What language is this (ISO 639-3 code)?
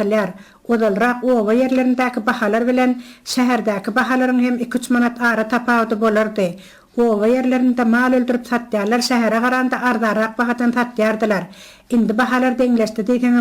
tuk